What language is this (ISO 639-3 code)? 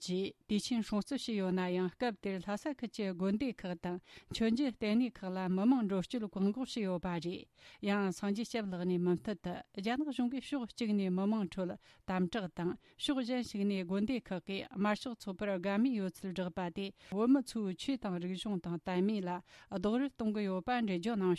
bod